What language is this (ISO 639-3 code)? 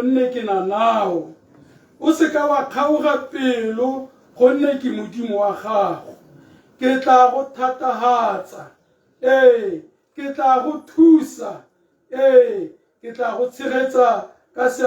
tsn